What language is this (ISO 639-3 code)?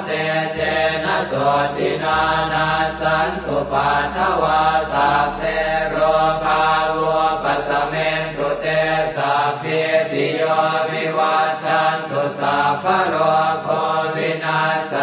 pli